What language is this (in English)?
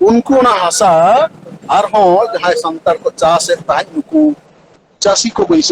Santali